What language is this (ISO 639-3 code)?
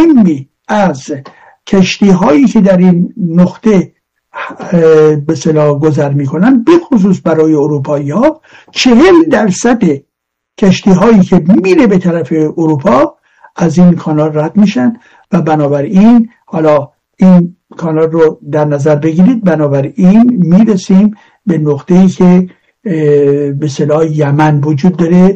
fas